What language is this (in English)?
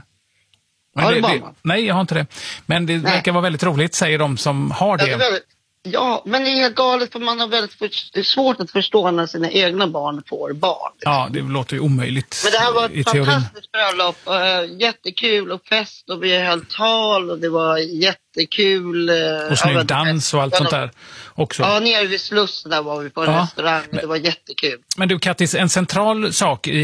Swedish